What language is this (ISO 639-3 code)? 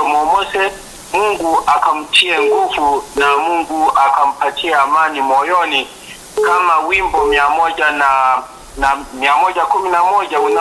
swa